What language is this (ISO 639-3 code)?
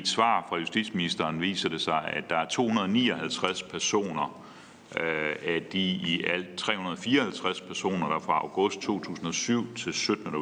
dan